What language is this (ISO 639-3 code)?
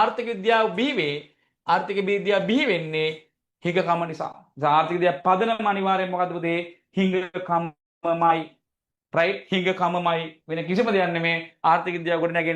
sin